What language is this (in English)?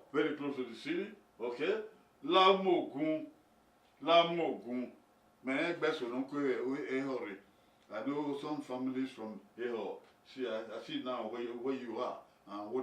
Bini